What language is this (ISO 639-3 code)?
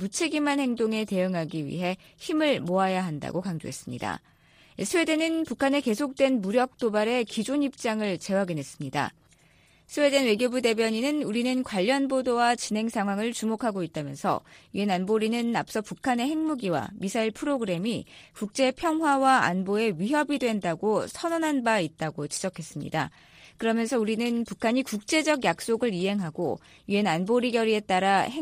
kor